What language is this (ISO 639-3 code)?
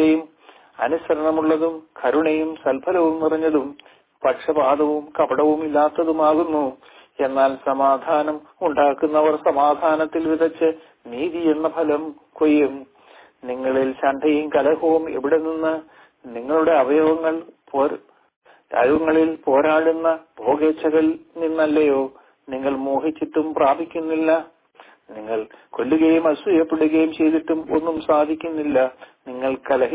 mal